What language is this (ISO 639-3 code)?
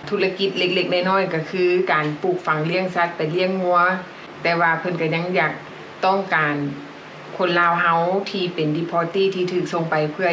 lao